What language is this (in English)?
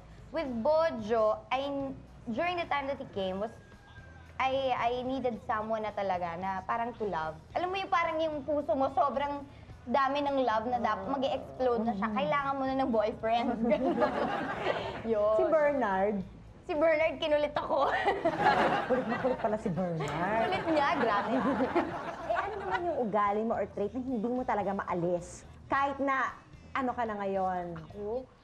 Filipino